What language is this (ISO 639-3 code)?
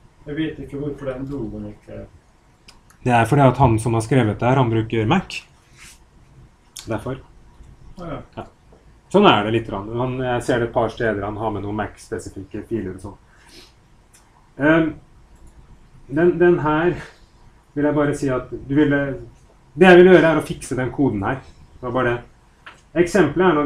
nor